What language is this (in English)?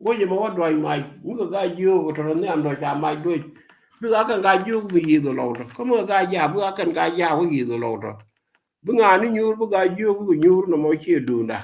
Nuer